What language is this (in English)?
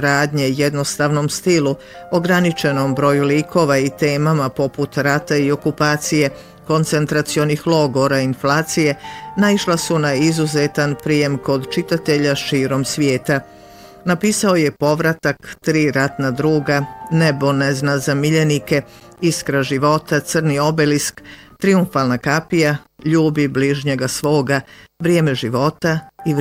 Bosnian